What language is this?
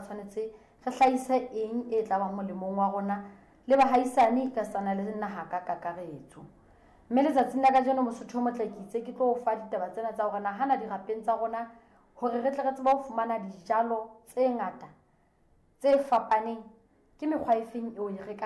Southern Sotho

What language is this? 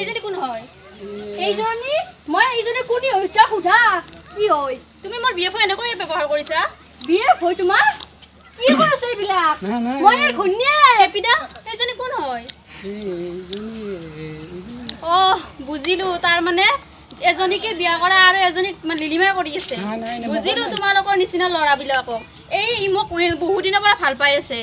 Assamese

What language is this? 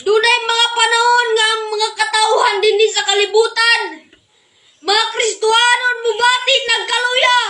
Cebuano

